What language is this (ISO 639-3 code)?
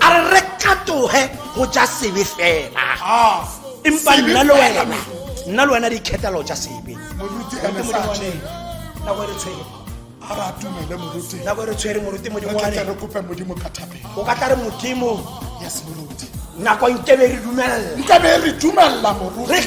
tsn